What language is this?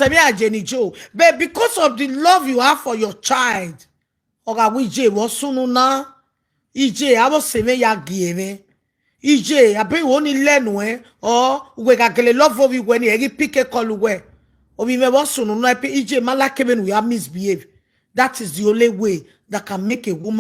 Nigerian Pidgin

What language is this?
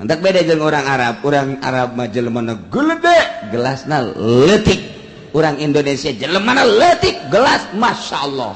Sundanese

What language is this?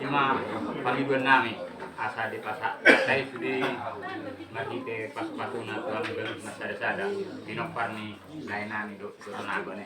Batak Toba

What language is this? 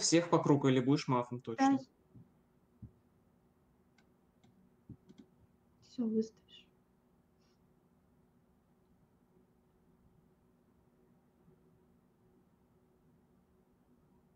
Russian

